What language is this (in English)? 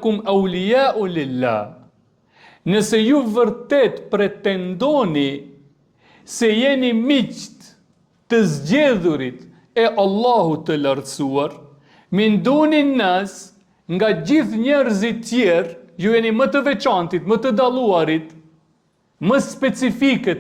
Albanian